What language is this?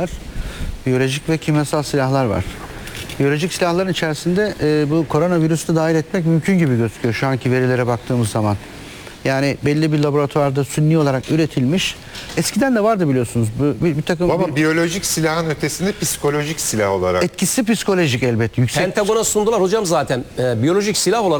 Turkish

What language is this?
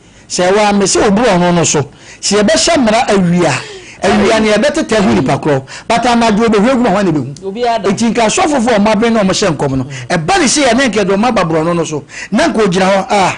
Akan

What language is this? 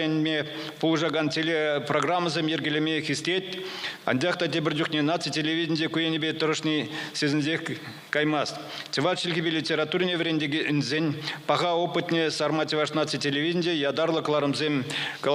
Chuvash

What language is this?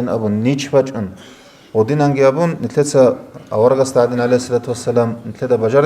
Avaric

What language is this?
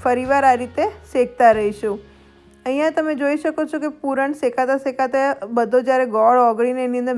Gujarati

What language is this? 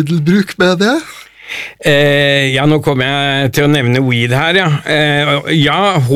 Norwegian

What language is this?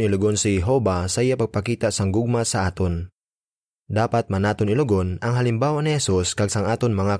Hiligaynon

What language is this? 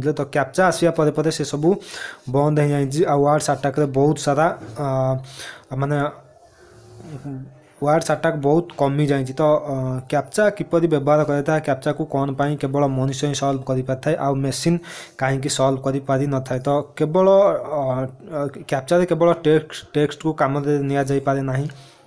Odia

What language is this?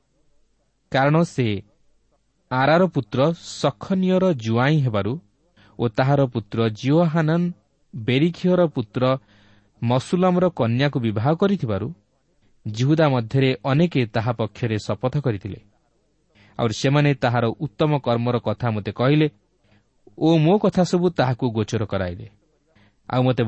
Odia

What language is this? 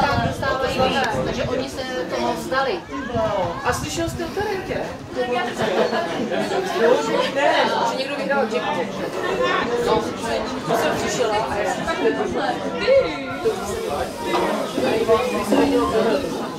Czech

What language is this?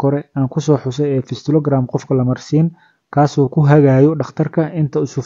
Somali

